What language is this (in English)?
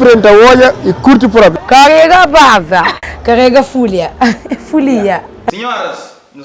Kabuverdianu